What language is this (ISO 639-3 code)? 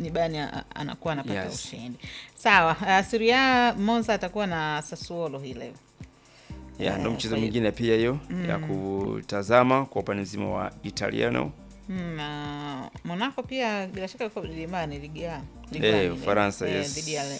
swa